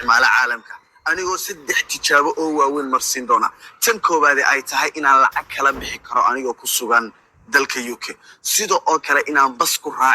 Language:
Somali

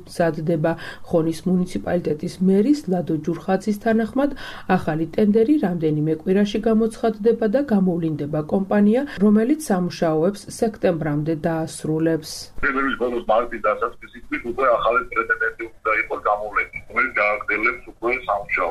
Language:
Georgian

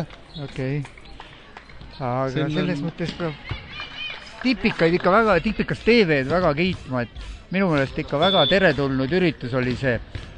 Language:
Estonian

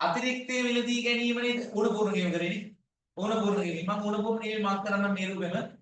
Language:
Sinhala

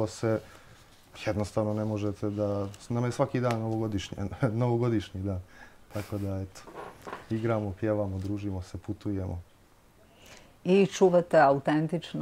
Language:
Bosnian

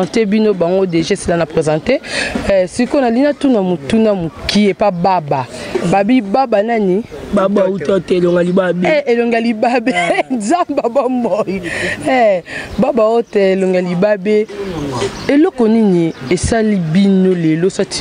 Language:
Lingala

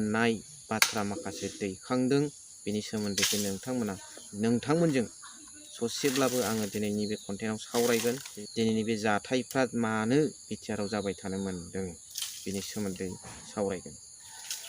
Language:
Bodo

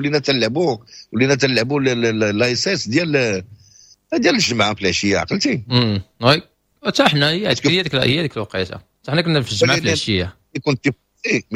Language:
Moroccan Arabic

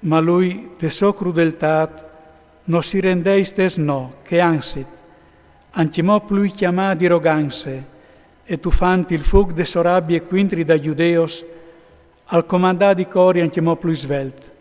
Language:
Friulian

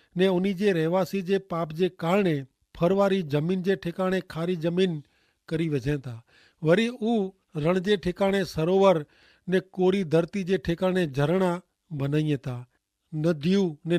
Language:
Kachhi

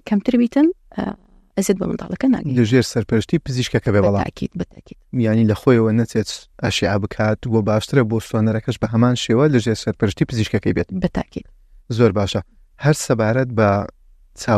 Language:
Central Kurdish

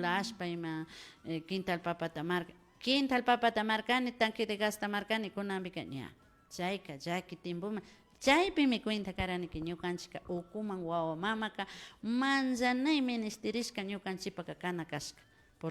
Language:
Imbabura Highland Quichua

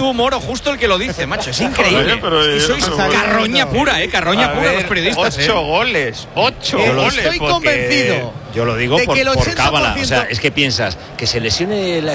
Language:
Spanish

